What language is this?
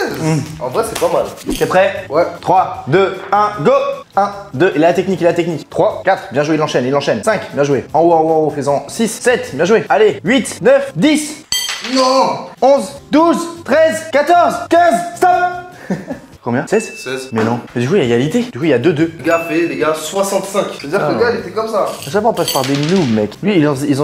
French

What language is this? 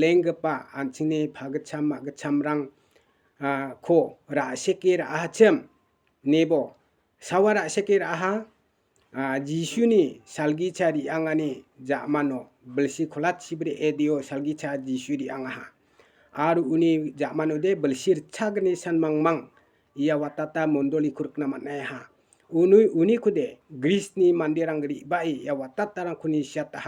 Garo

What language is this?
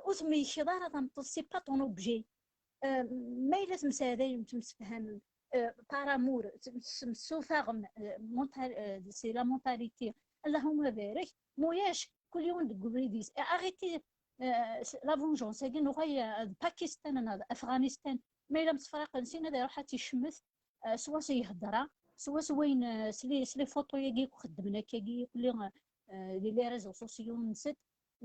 Kabyle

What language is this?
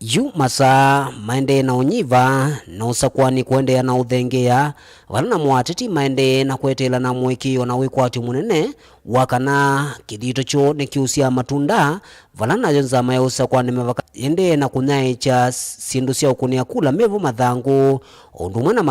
Kamba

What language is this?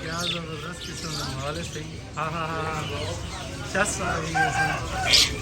Saraiki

